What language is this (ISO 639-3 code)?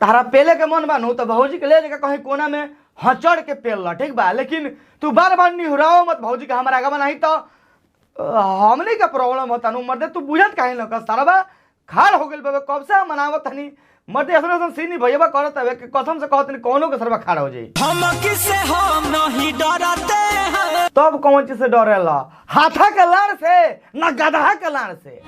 bho